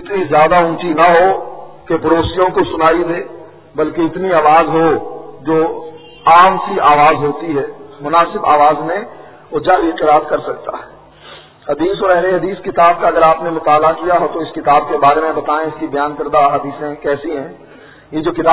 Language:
Urdu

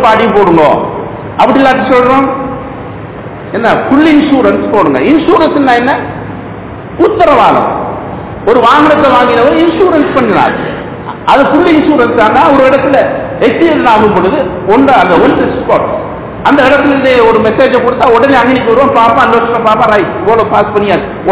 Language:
Tamil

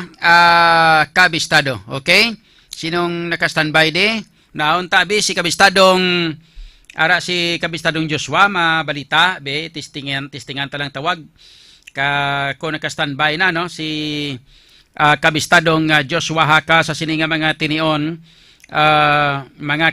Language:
Hiligaynon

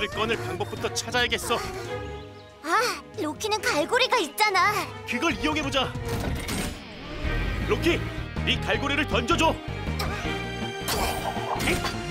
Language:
Korean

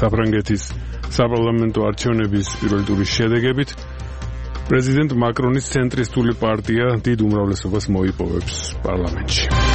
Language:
Georgian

